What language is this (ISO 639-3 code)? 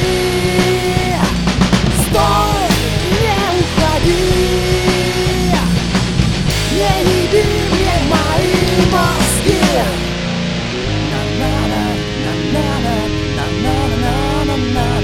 rus